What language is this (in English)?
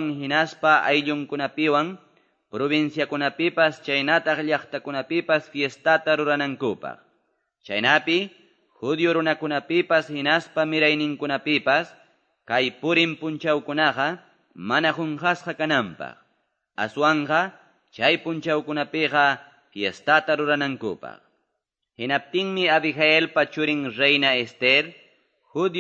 Quechua